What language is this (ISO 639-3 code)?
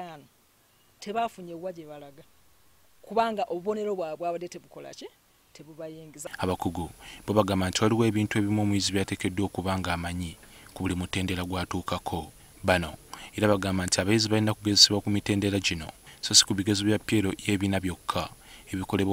lug